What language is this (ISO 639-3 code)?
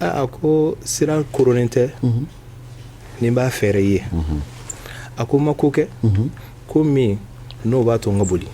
bam